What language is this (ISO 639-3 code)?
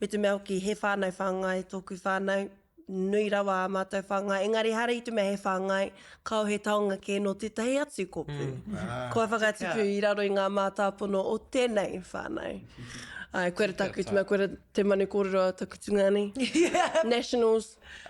mri